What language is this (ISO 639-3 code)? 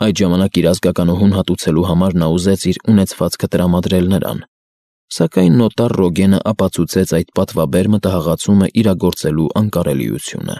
hye